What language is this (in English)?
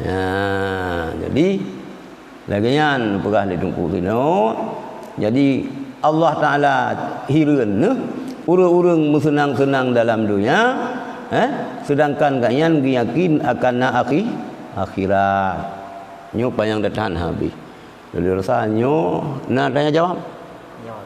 Achinese